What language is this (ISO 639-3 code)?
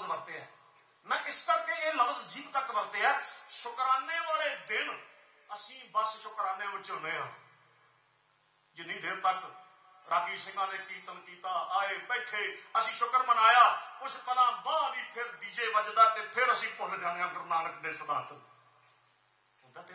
pan